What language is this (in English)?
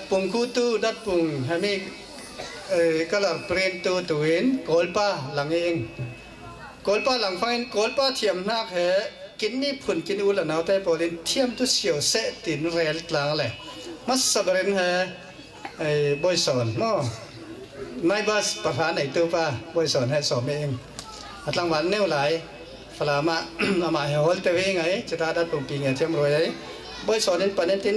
Falam Chin